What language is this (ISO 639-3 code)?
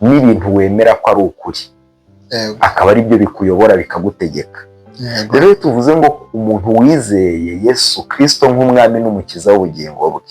kin